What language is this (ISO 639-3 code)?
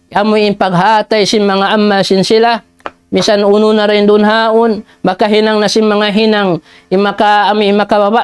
tsg